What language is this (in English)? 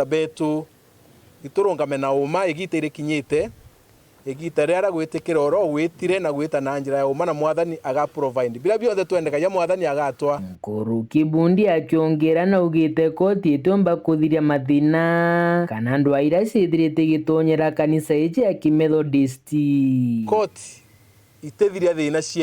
Meru